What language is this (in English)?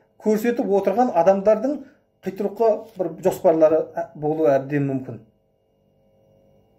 Kazakh